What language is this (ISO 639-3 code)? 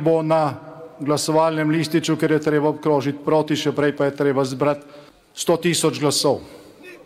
slv